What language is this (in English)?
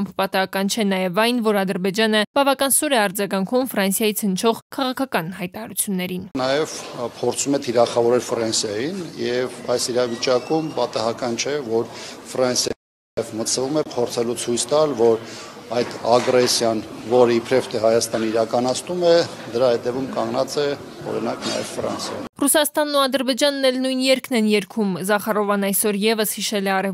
Armenian